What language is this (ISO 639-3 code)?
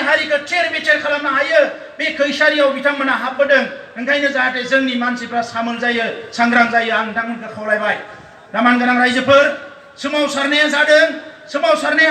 brx